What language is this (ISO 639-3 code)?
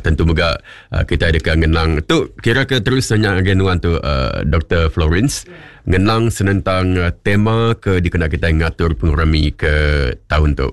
iba